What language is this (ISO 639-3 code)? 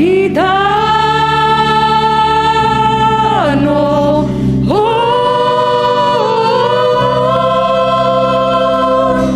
bts